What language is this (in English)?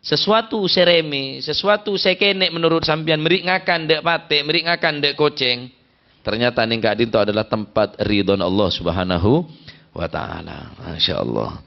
Madurese